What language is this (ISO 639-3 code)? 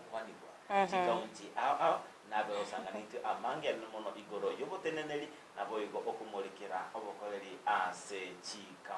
guz